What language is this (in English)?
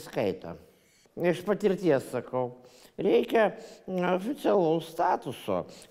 Lithuanian